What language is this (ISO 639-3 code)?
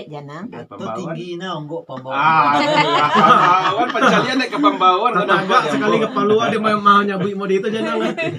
min